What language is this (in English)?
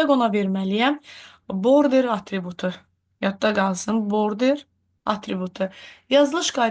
Azerbaijani